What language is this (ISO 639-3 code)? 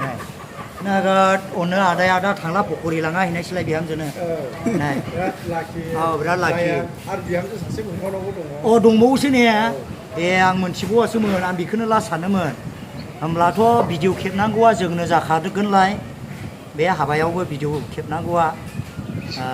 brx